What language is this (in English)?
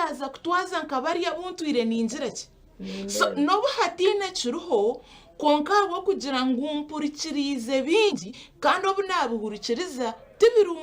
Nyankole